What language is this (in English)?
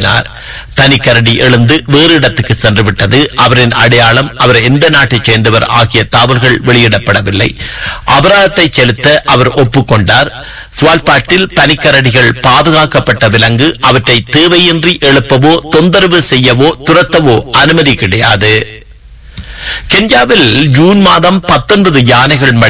Tamil